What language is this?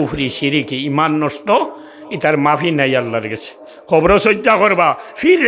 Sylheti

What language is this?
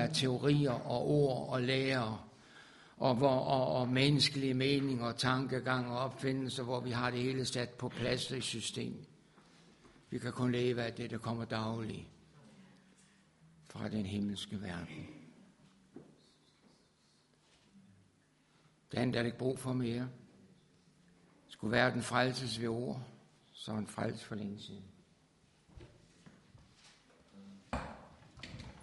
Danish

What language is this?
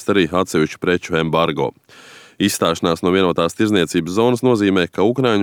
Latvian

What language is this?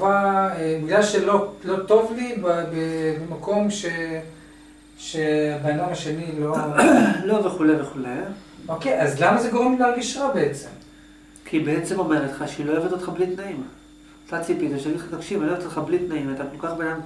Hebrew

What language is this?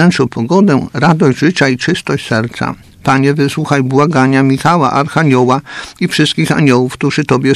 Polish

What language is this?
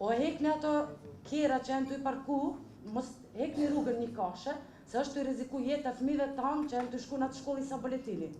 Albanian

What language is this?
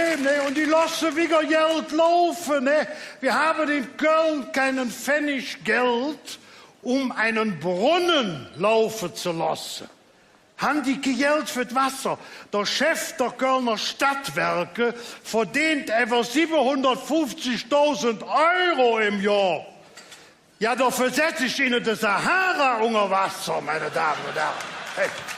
Colognian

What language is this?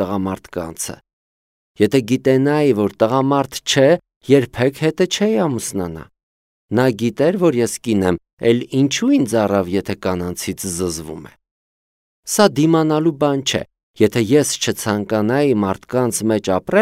Armenian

